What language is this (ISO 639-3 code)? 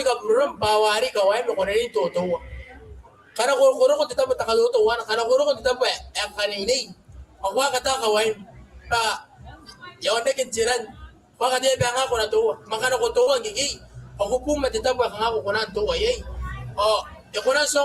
gil